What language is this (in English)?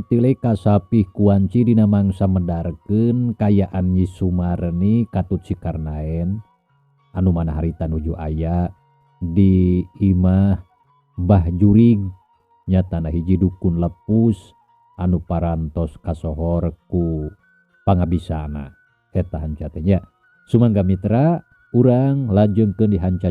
Sundanese